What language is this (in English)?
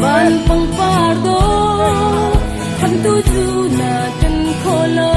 Hakha Chin